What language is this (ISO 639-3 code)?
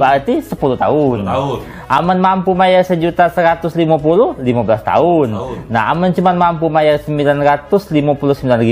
mui